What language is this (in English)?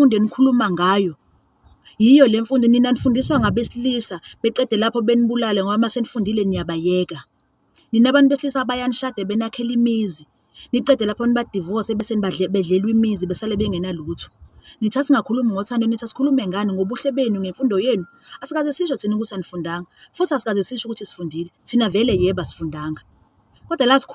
Zulu